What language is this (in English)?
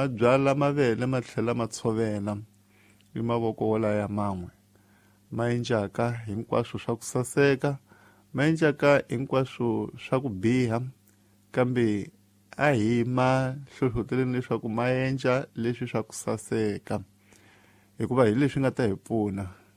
Tsonga